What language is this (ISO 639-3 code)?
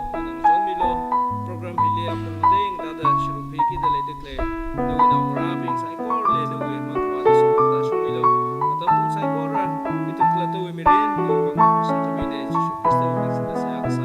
nmf